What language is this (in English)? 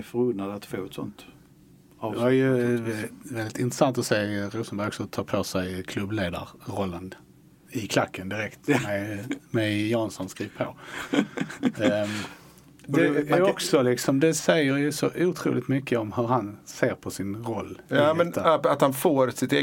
Swedish